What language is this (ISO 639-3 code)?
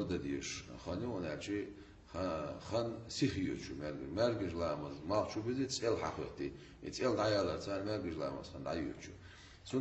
che